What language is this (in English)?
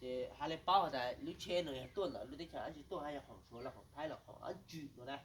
Hmong